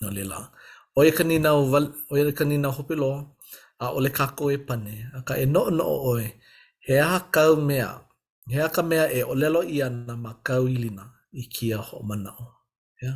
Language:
Hawaiian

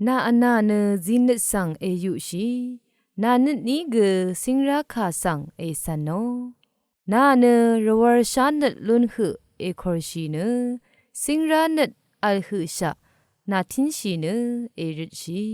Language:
Rawang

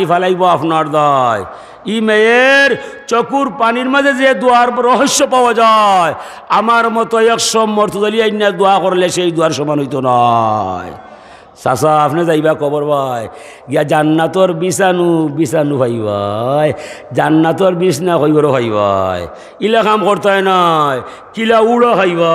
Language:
Sylheti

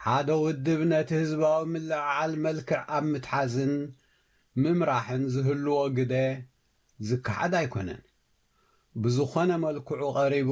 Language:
Tigrinya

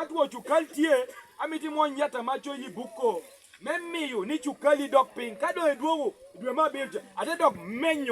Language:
Lango (Uganda)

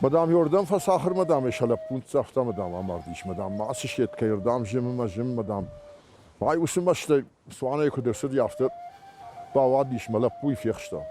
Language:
Ossetic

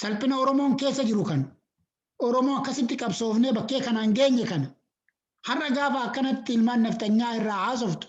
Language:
Oromo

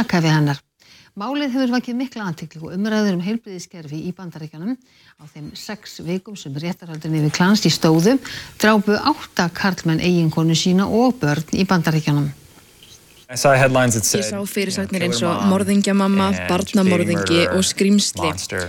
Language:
Icelandic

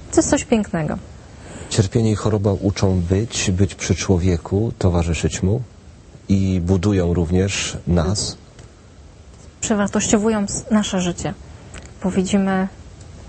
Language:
Polish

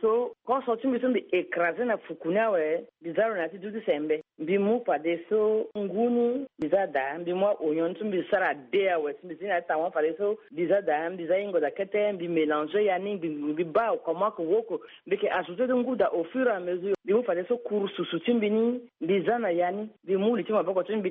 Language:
Sango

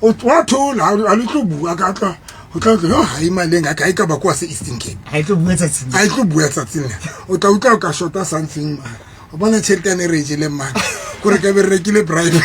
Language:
Southern Sotho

